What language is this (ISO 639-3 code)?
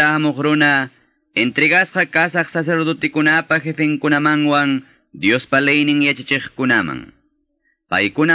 que